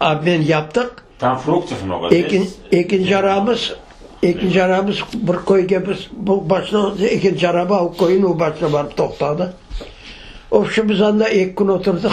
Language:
Crimean Tatar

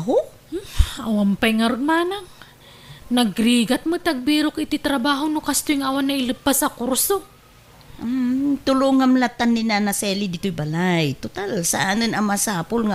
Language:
Iloko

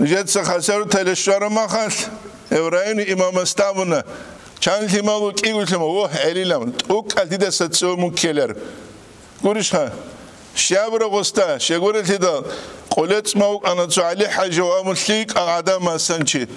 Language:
Avaric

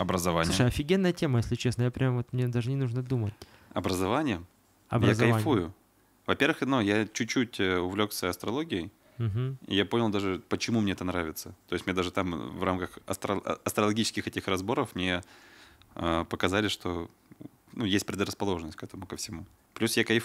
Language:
Russian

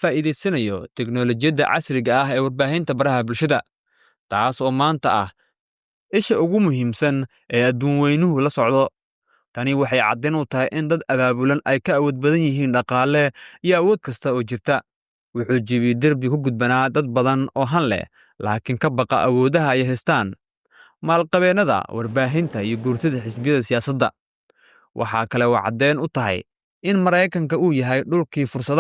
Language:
Somali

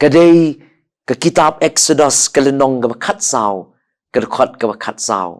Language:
Khasi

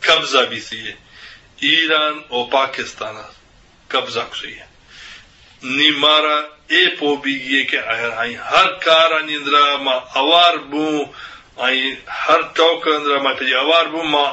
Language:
Eastern Balochi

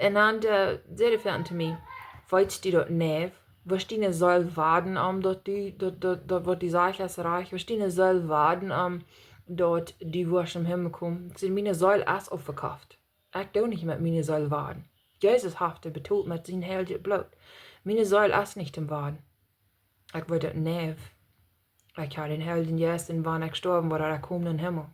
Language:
Plautdietsch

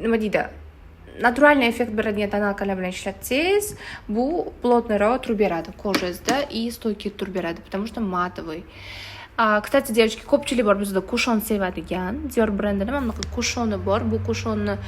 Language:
Uzbek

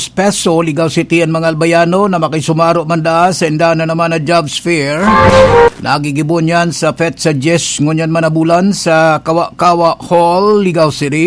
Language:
Bikol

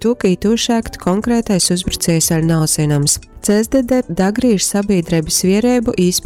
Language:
Latgalian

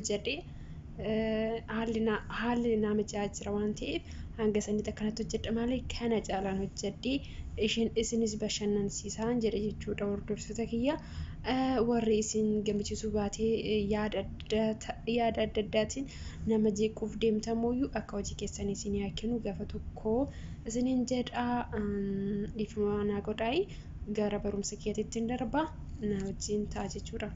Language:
Oromo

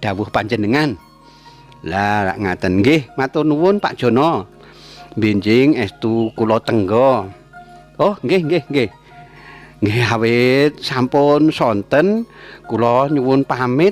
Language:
Javanese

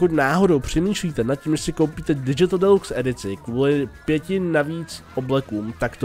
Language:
Czech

